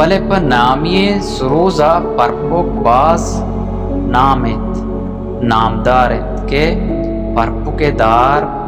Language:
Baluchi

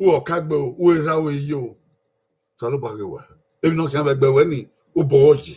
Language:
Bini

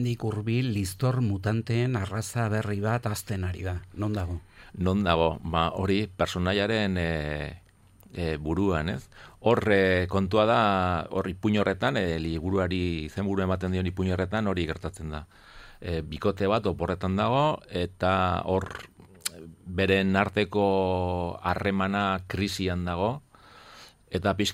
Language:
Basque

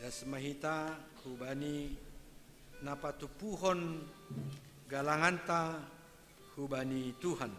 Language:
Batak Simalungun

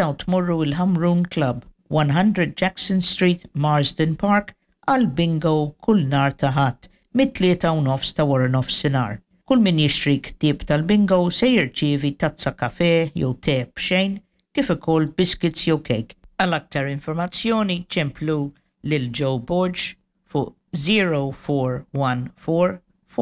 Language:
Maltese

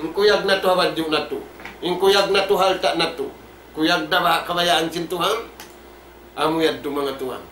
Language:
Tausug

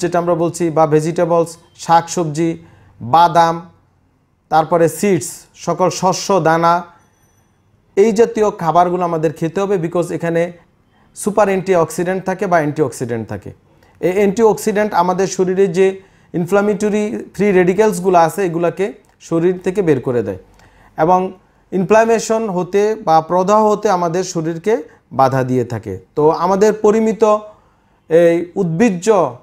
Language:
Bangla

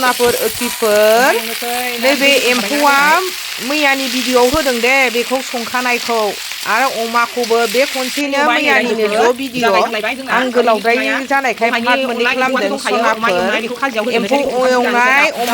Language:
Bodo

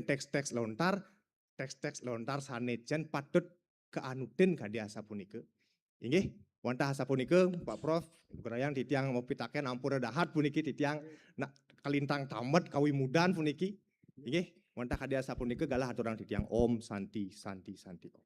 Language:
Balinese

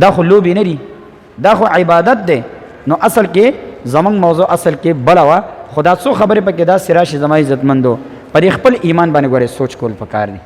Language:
Pashto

